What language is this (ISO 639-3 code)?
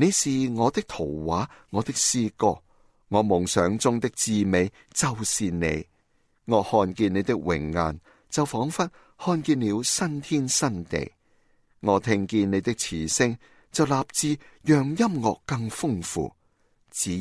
yue